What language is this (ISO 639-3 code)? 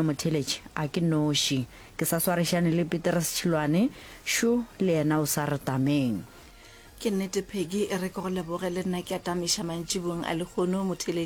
nso